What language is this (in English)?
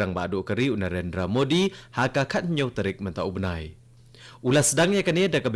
Khasi